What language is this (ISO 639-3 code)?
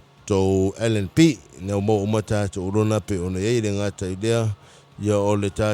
smo